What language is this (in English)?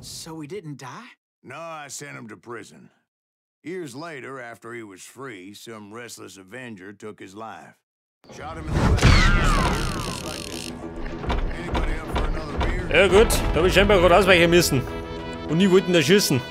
Bavarian